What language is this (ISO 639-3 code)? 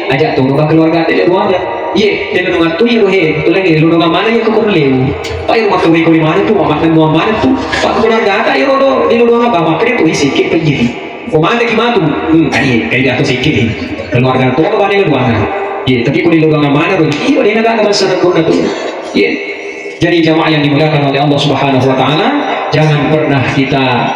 bug